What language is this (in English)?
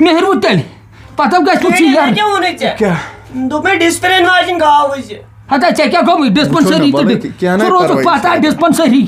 Kashmiri